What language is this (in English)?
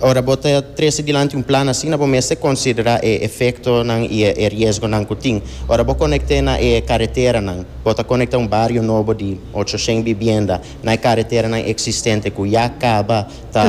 Papiamento